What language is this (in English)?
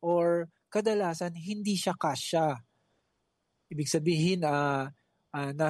Filipino